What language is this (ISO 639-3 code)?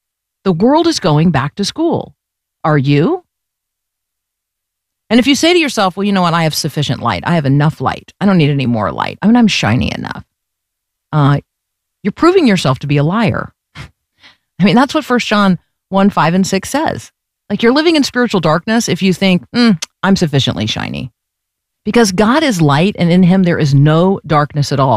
eng